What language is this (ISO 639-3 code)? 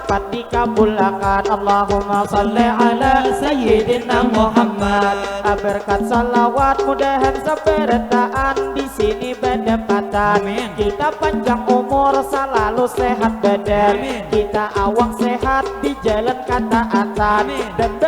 bjn